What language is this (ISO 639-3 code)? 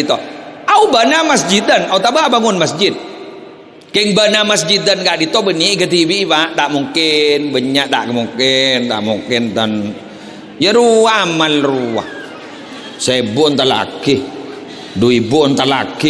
mad